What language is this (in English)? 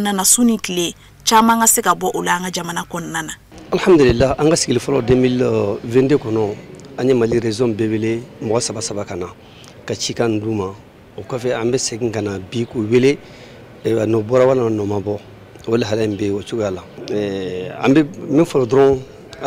Bambara